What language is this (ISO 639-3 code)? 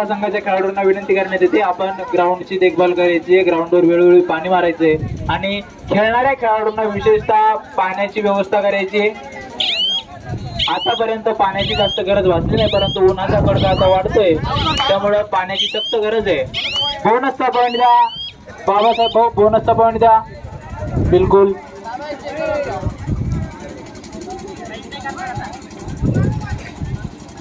mar